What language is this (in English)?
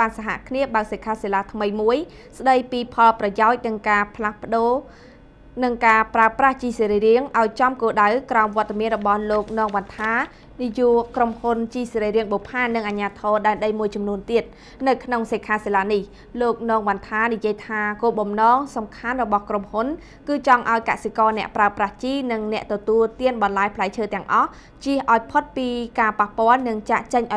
Khmer